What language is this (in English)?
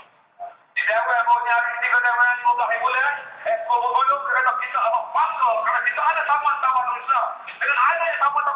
Malay